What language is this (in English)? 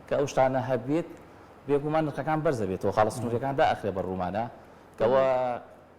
Central Kurdish